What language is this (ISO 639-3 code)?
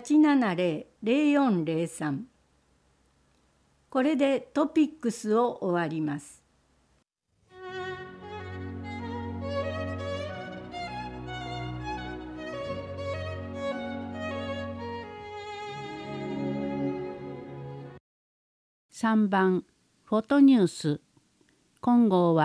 jpn